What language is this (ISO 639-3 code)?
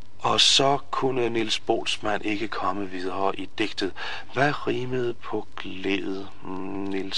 dan